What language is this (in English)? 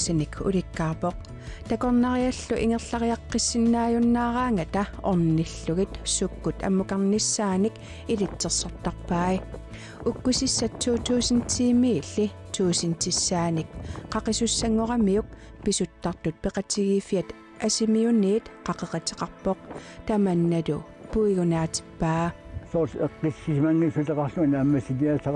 Kalaallisut